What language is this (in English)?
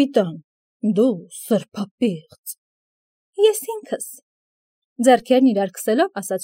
Armenian